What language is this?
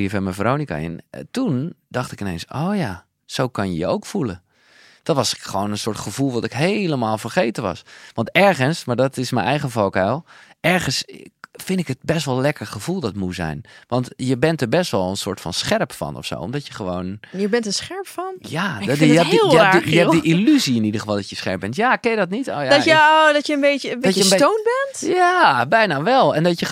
Dutch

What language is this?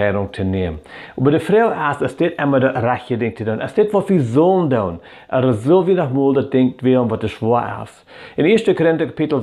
Plautdietsch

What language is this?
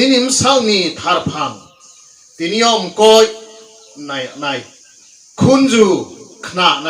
Riang (India)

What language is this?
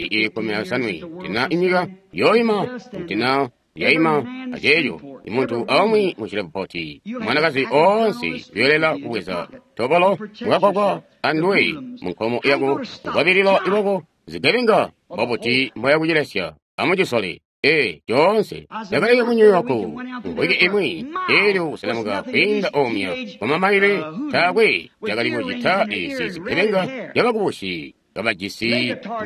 Tonga (Zambia)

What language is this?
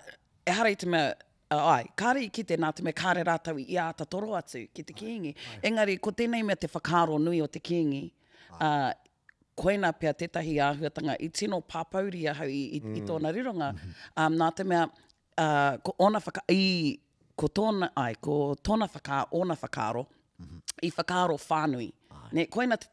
Māori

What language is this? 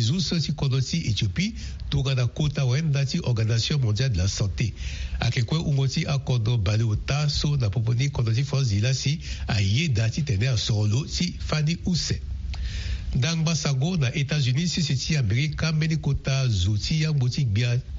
Sango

